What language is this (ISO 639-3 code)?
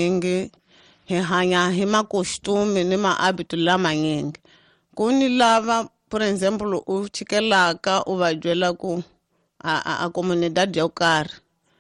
tso